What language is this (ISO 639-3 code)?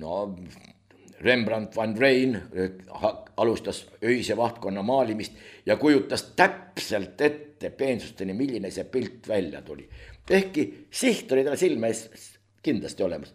est